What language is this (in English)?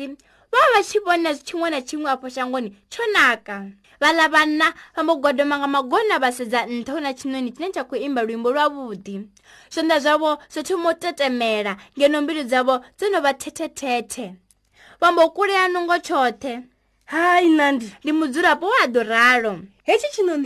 Venda